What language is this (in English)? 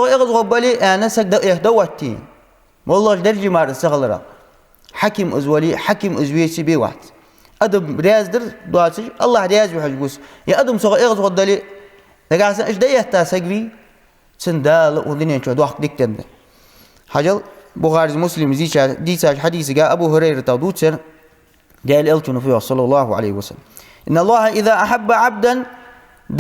Ingush